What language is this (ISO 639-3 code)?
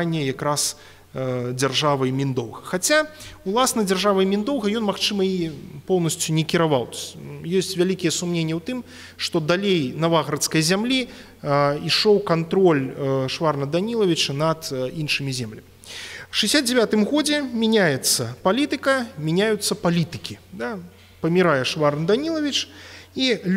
bel